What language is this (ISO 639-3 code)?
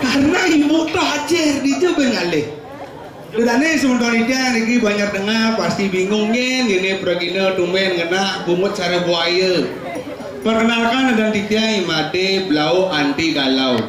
ban